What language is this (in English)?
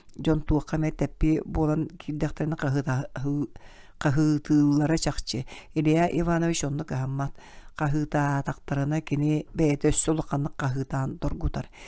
Yakut